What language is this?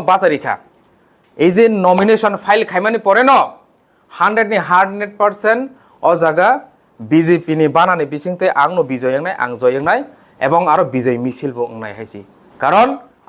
Kok Borok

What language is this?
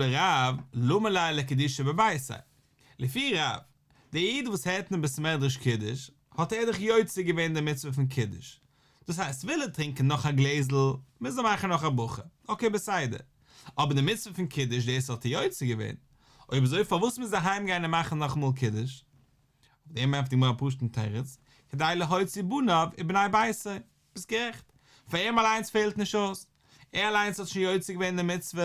Yiddish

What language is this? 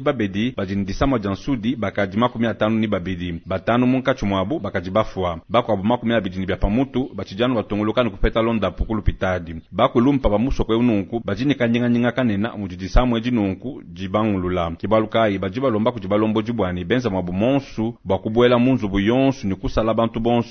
Luba-Lulua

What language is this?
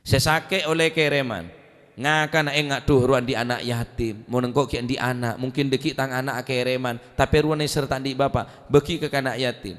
Madurese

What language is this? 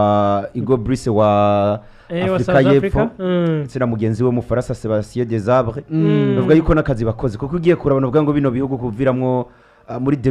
Rundi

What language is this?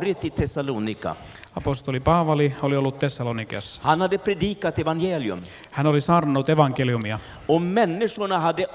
Finnish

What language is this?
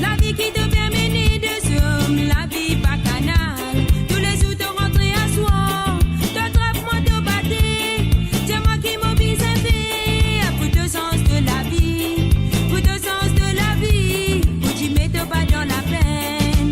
Morisyen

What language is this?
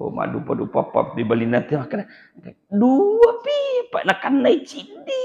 Buginese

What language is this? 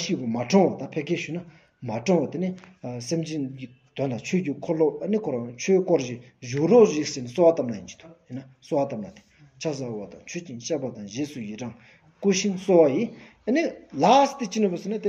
Stod Bhoti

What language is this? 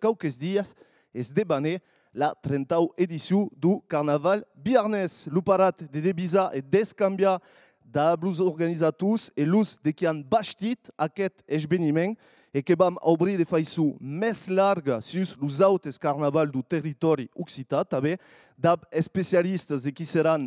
Occitan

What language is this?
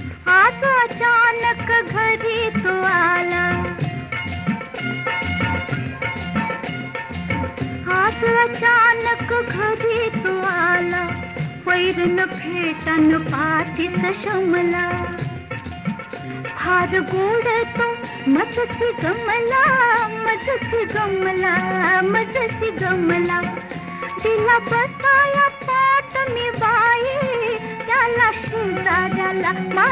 Marathi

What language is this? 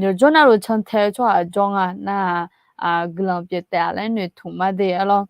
Akha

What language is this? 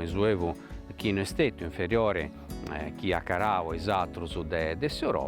Sardinian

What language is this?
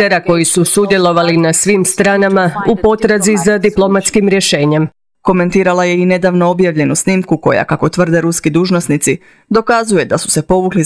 Croatian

